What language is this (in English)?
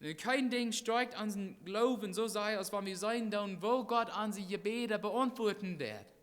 Plautdietsch